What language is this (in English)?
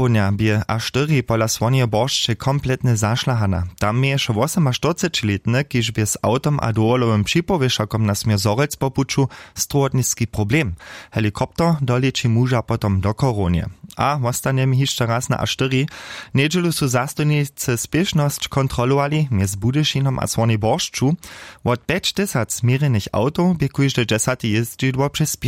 Upper Sorbian